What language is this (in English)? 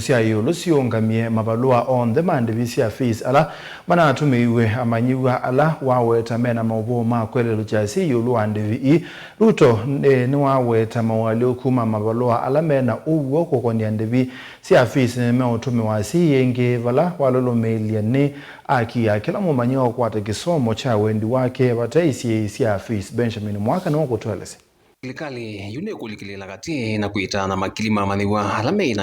Kamba